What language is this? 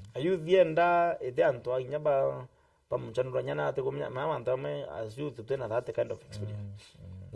Meru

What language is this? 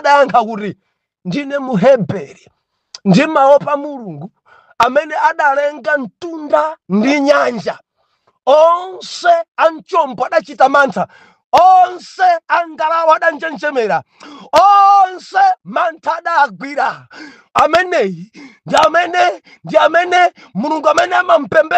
Nyanja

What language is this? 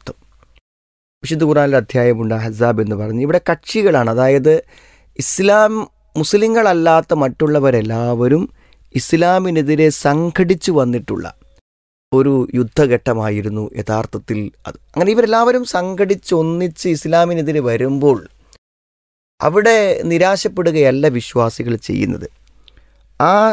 Malayalam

